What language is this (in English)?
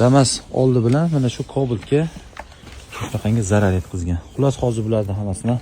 Uzbek